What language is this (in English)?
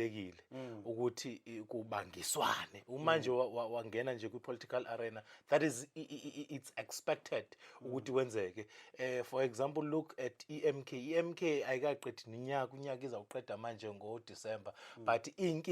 Zulu